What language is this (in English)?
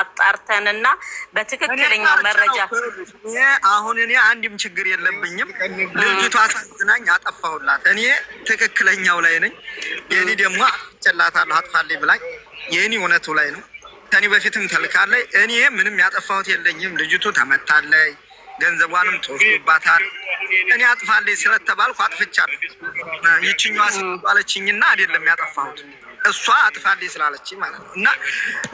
Amharic